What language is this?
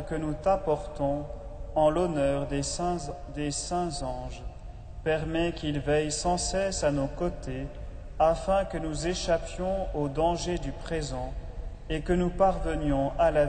French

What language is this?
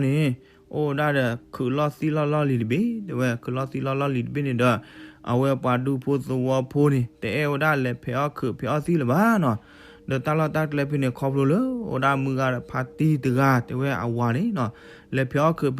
S'gaw Karen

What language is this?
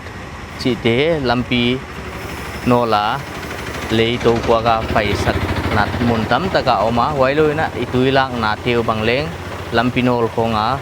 Paite Chin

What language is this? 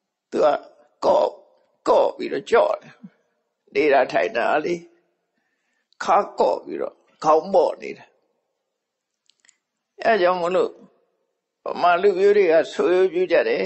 Burmese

